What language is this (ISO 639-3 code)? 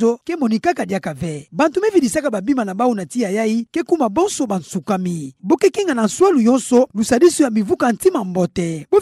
ktu